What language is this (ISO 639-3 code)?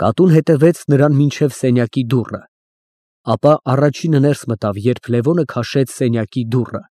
hye